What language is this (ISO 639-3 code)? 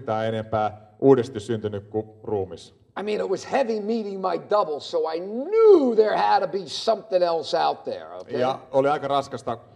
fin